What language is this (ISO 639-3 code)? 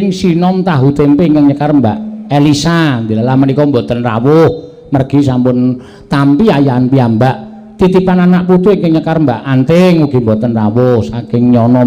jav